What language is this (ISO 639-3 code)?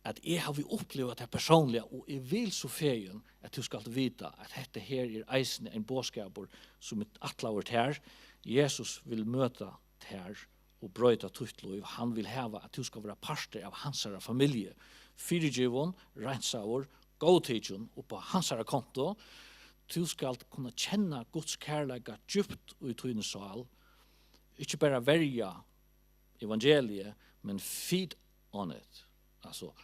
fao